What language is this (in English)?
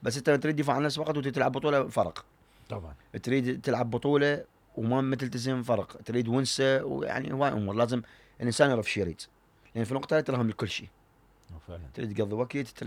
Mesopotamian Arabic